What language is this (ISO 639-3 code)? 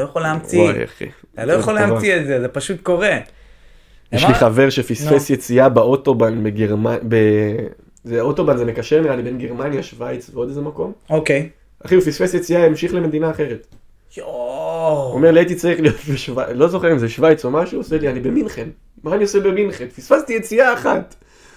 heb